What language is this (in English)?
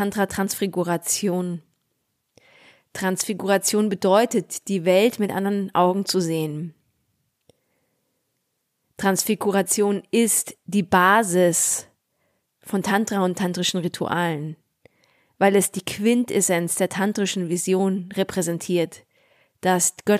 German